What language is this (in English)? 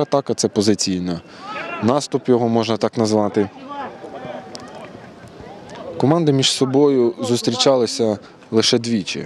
Ukrainian